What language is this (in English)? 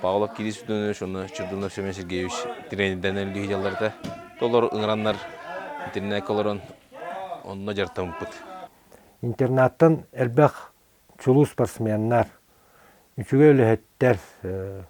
Yakut